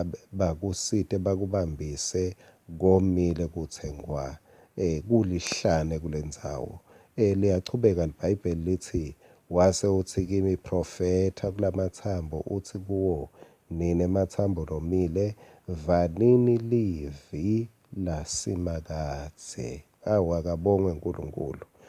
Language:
Swati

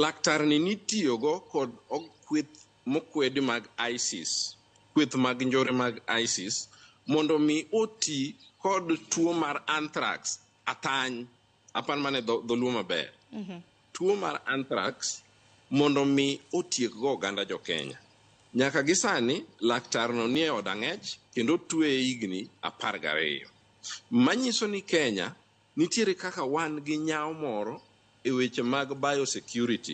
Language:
Luo (Kenya and Tanzania)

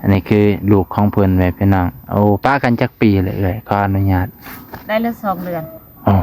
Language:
Lao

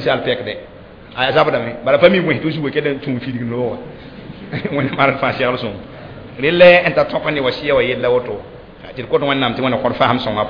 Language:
Mossi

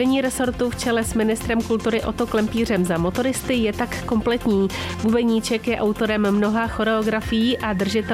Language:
Czech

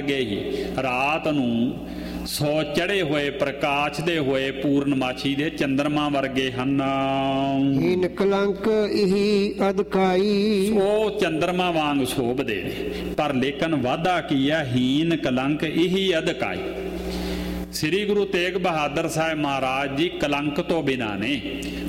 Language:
Punjabi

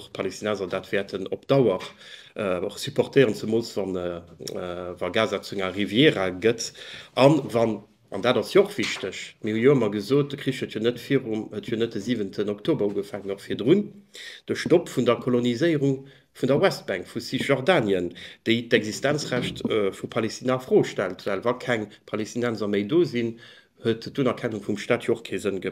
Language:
Luxembourgish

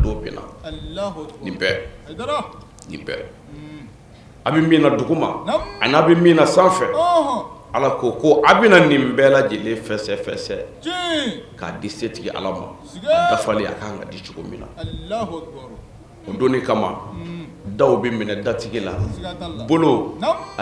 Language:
Bambara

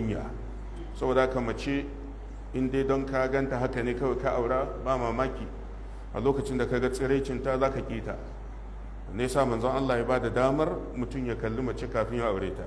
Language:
Hausa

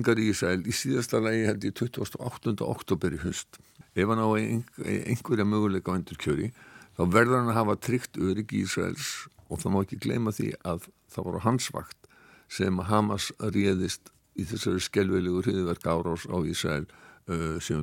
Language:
Icelandic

